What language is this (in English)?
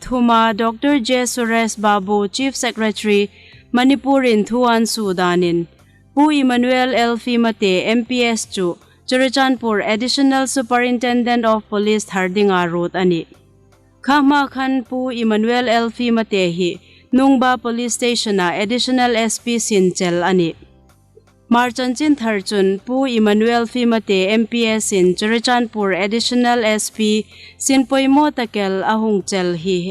Hmar